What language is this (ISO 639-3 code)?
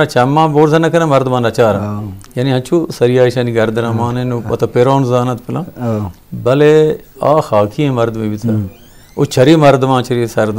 bgp